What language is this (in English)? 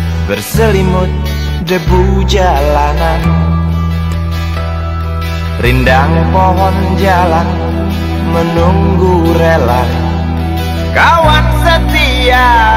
Indonesian